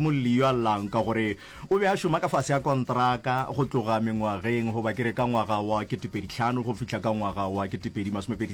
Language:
Northern Sotho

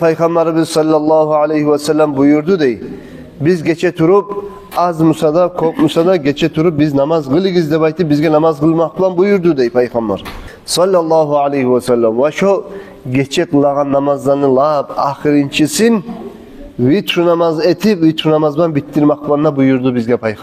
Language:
Kumyk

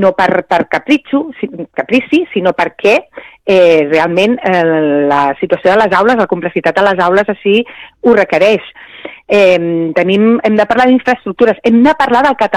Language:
Catalan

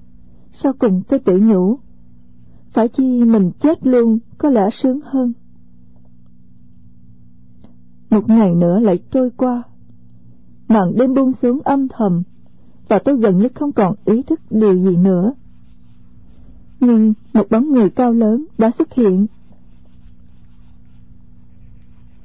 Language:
Vietnamese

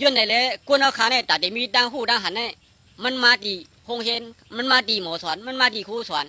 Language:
Shan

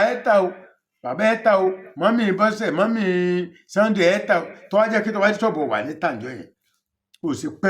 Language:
Yoruba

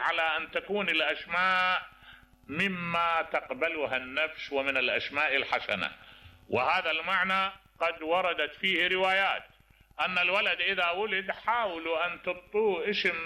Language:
Mesopotamian Arabic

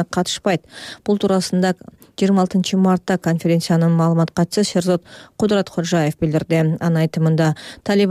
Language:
Kyrgyz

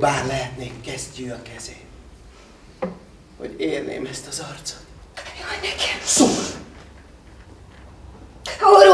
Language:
Hungarian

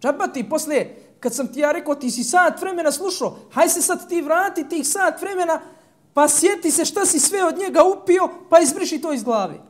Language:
Bosnian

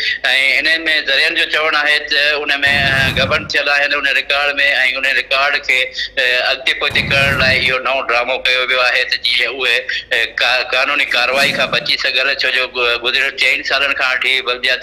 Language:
Sindhi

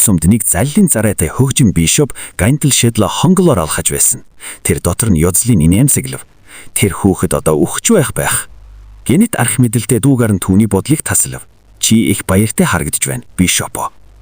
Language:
Mongolian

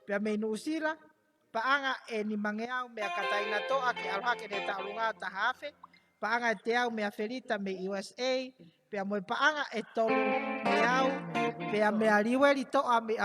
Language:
Tongan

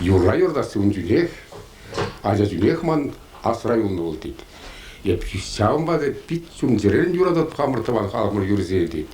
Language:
Chuvash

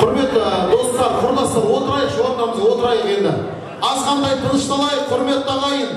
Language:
Kara-Kalpak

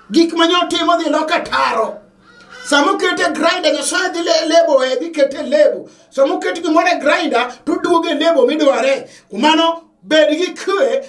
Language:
Luo (Kenya and Tanzania)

